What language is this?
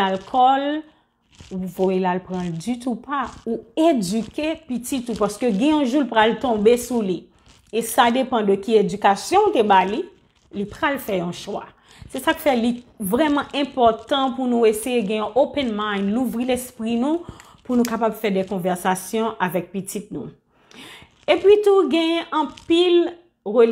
Haitian Creole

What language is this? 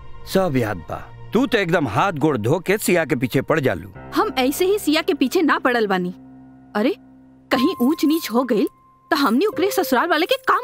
Bhojpuri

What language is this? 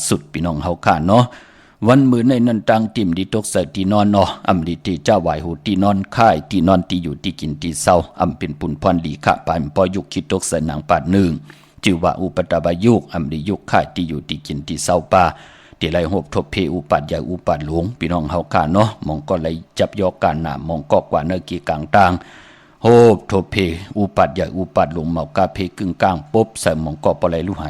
Shan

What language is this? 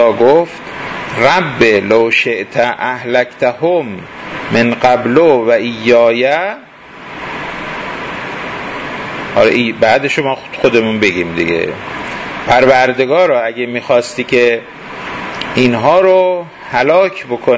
Persian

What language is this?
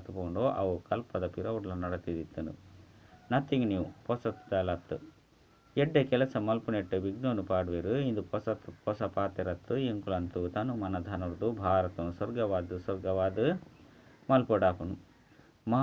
Tulu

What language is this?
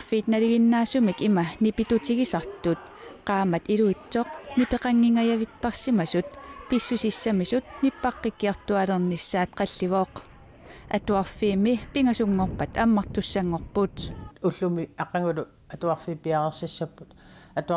Kalaallisut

